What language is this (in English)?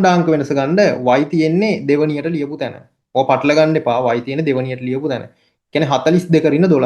Sinhala